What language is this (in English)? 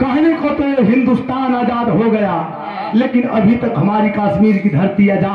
Bhojpuri